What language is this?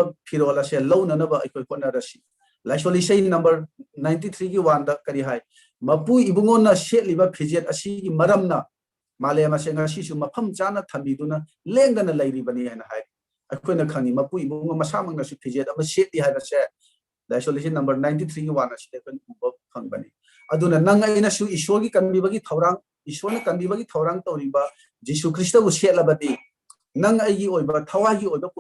Manipuri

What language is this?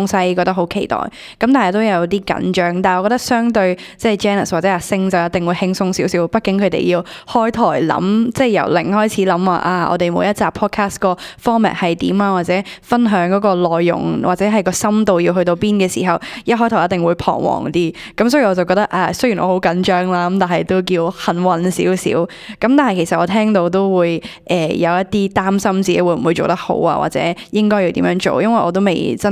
Cantonese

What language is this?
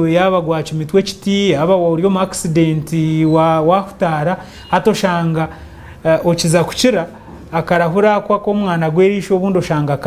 Nyankole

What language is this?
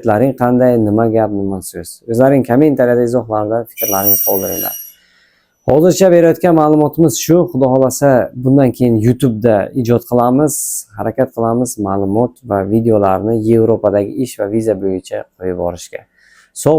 Uzbek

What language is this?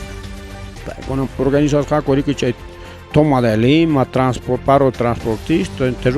Ayacucho Quechua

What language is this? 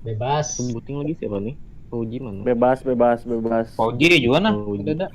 Banjar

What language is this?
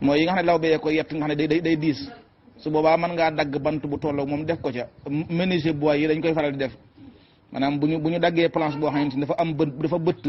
Wolof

